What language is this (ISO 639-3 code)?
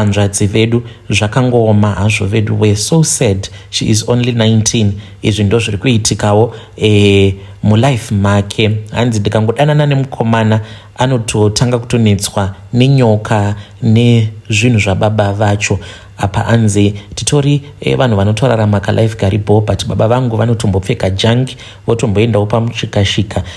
sna